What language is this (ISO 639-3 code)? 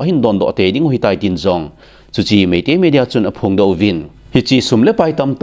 tcz